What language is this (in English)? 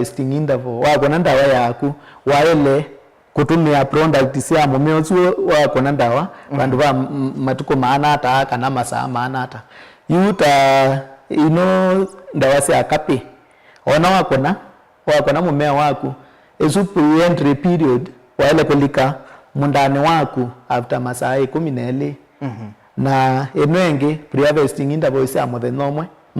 Kamba